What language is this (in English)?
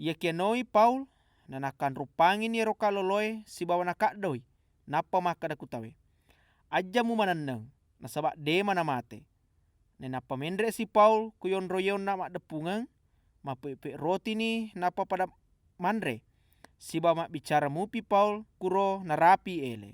Buginese